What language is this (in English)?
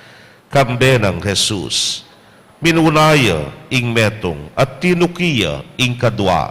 Pampanga